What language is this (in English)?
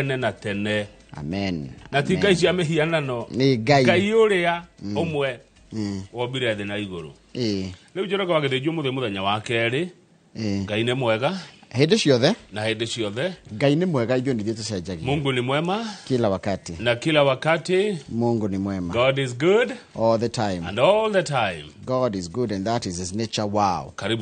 Kikuyu